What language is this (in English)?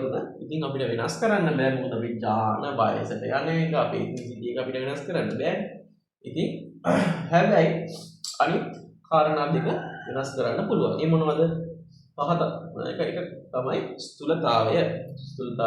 Sinhala